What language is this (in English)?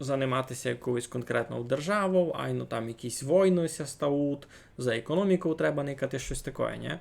Rusyn